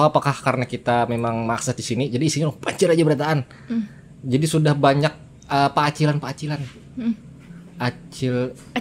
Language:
Banjar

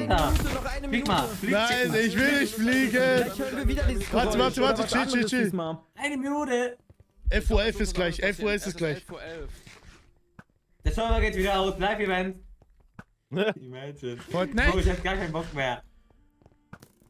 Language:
German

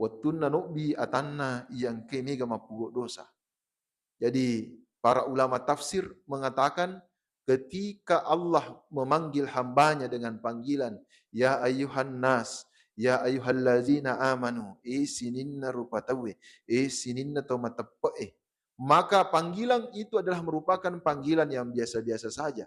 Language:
Buginese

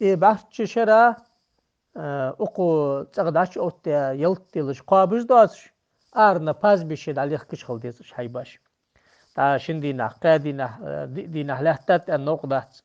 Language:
Ingush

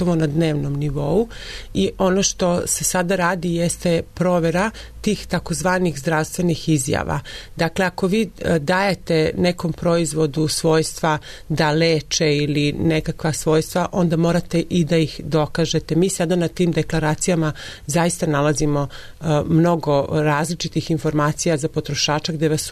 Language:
Serbian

